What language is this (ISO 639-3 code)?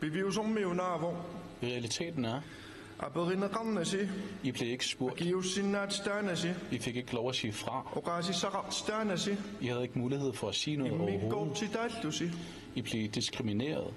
kal